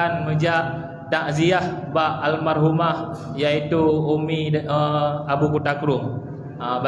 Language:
Achinese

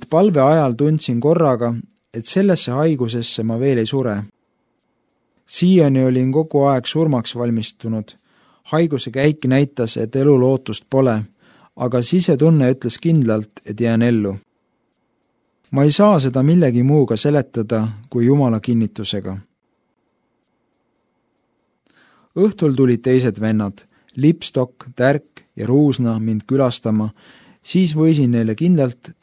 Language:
Estonian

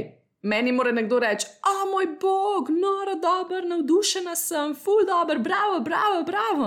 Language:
Slovenian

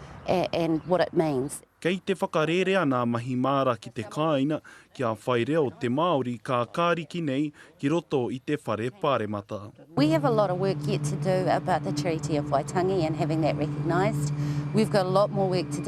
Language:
Māori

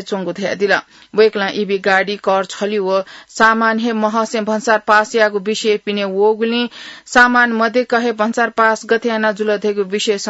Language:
Newari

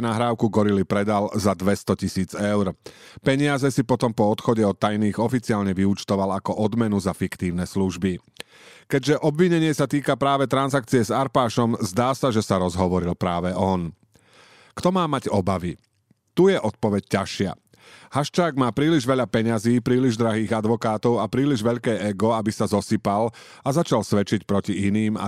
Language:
Slovak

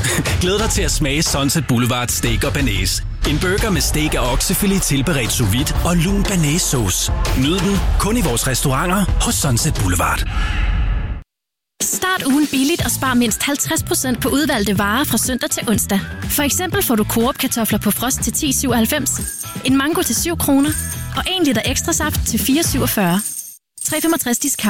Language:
Danish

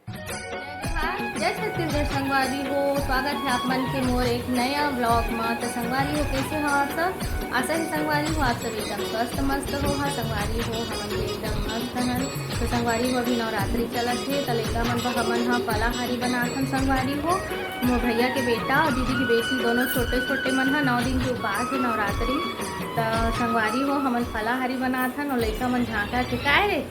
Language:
Chhattisgarhi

